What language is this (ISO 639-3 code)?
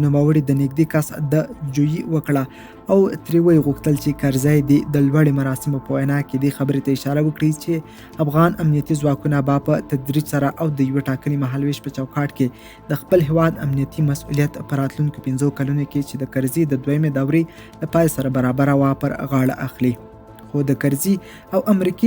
pus